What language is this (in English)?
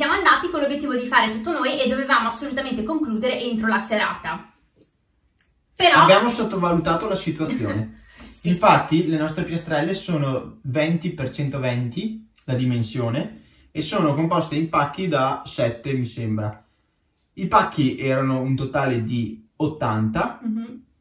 Italian